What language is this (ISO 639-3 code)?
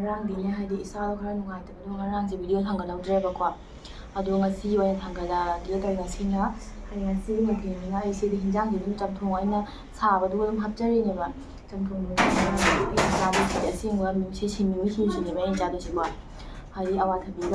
mni